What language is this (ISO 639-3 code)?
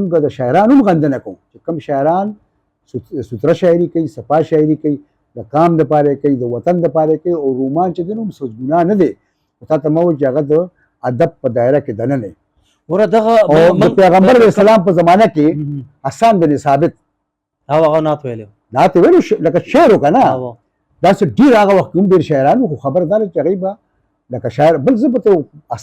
pus